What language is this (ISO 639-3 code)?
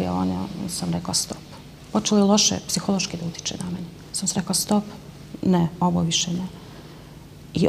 bos